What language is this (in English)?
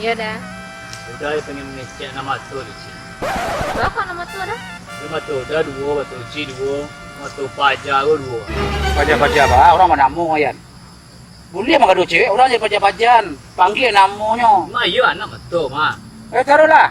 Minangkabau